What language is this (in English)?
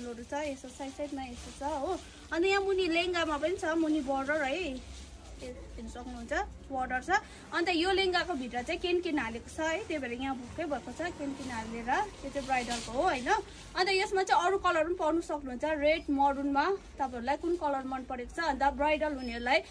Nepali